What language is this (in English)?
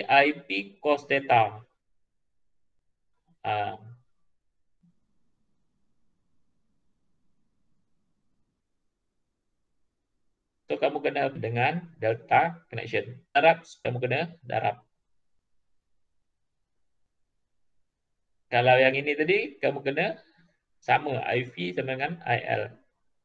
Malay